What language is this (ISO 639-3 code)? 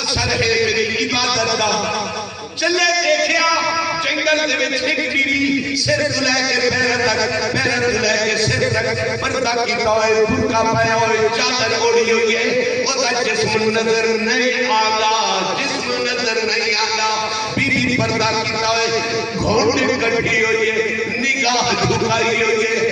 skr